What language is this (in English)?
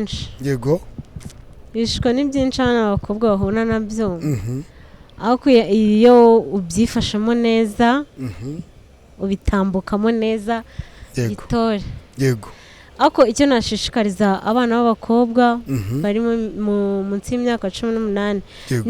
Kinyarwanda